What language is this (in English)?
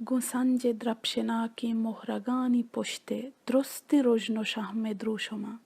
Baluchi